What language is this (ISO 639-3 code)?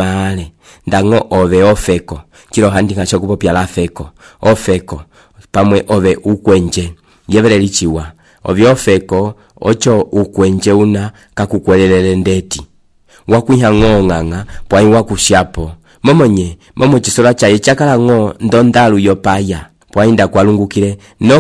umb